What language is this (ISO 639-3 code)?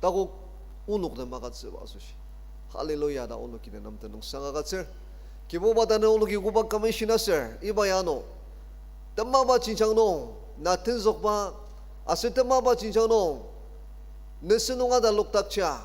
njo